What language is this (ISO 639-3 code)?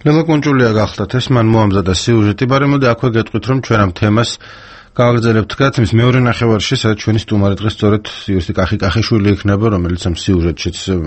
kat